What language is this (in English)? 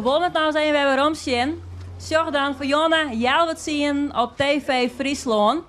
Western Frisian